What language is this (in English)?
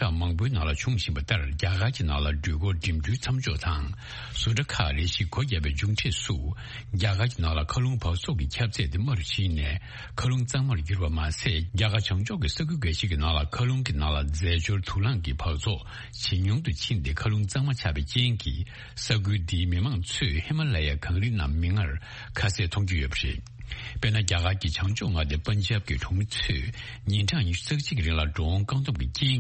Tibetan